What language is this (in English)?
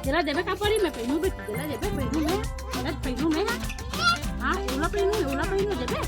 Chhattisgarhi